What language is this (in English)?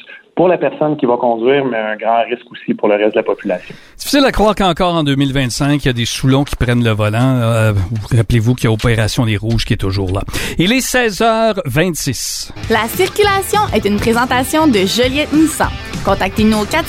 French